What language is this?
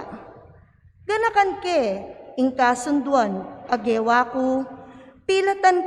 Pampanga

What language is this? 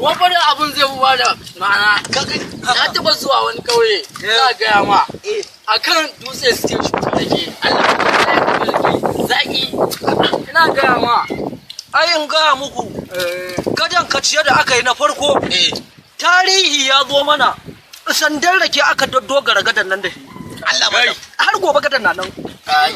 Hausa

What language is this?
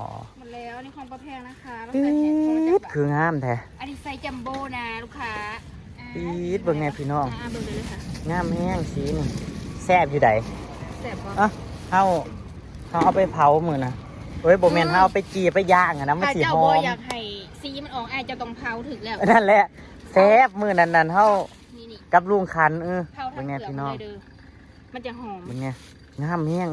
Northeastern Thai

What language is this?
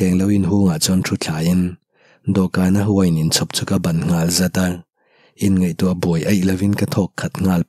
Mizo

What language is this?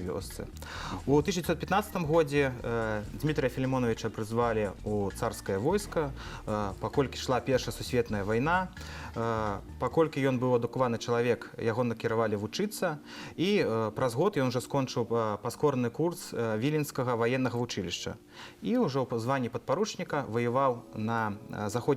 Belarusian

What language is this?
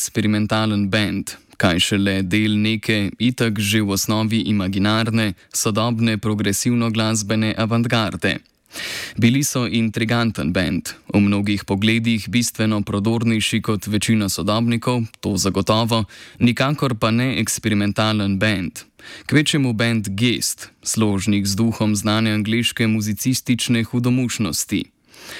Slovenian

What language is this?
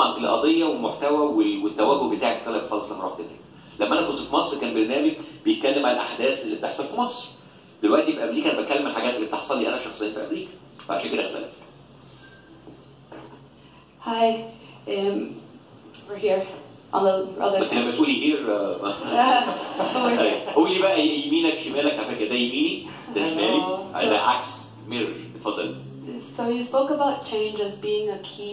Egyptian Arabic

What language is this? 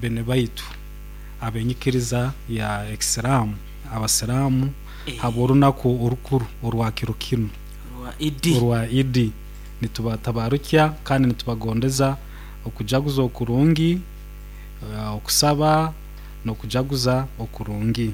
Nyoro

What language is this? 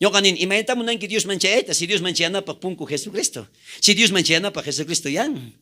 South Bolivian Quechua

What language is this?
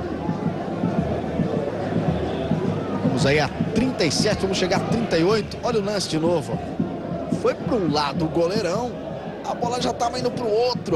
Portuguese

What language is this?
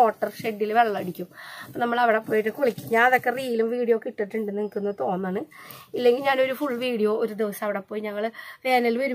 Malayalam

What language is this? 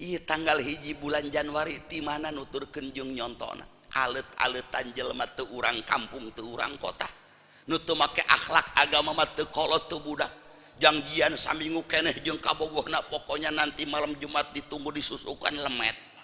Sundanese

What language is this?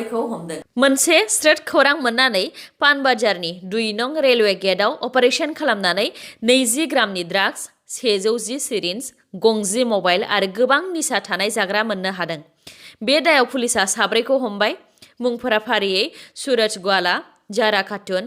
Bodo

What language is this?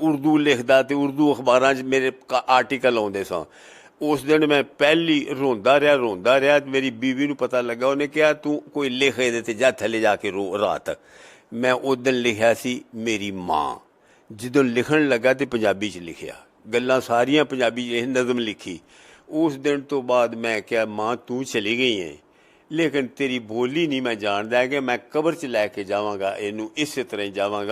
Western Panjabi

